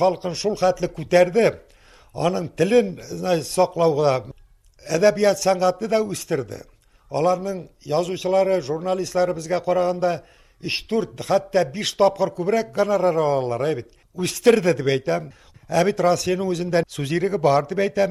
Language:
Tatar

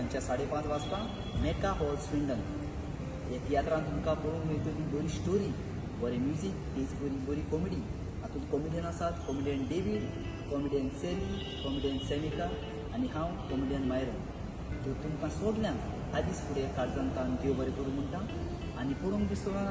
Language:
Konkani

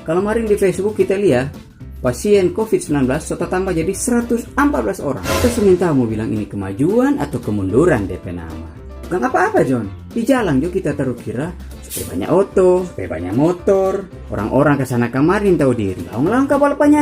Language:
Manado Malay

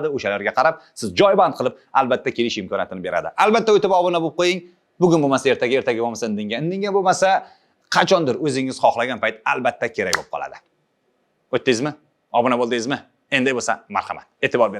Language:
Uzbek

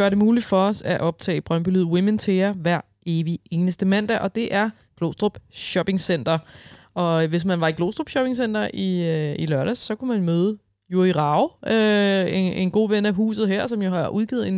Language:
Danish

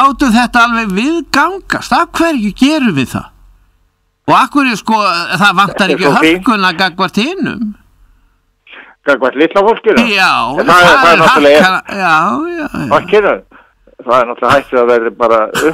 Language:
Icelandic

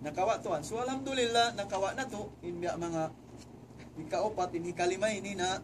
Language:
Tausug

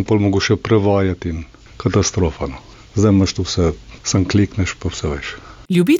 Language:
Slovenian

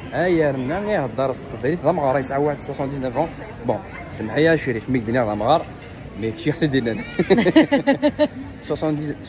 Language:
Kabyle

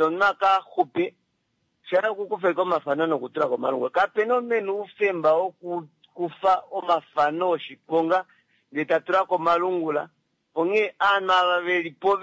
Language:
Kuanyama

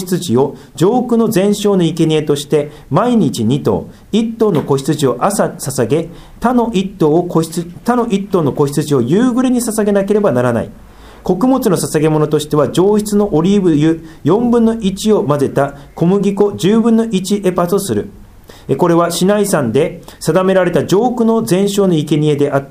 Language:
Japanese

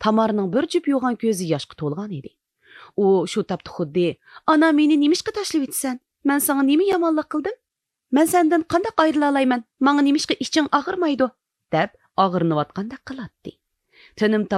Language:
Uyghur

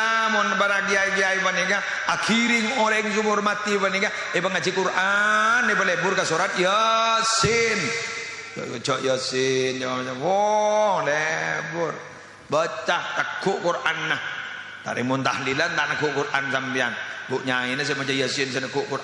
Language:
Madurese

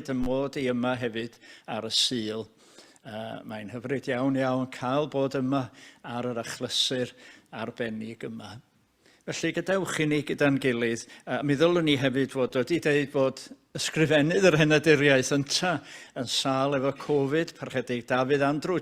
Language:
Welsh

